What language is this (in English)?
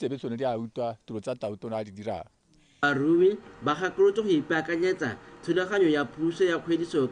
Tswana